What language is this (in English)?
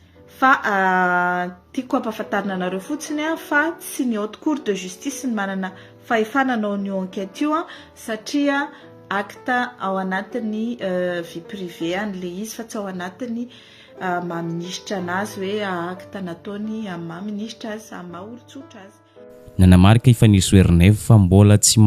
Malagasy